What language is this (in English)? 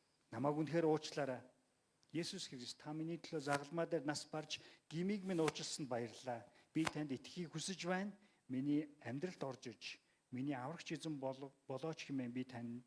Mongolian